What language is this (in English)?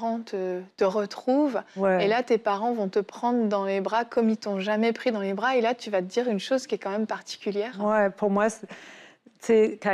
French